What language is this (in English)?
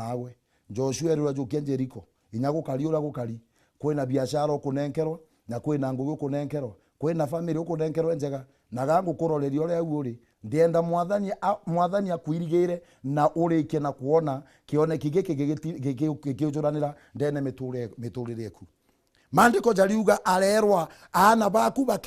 Meru